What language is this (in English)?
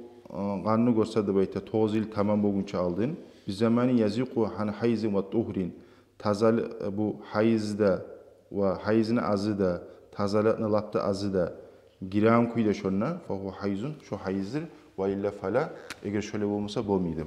Kumyk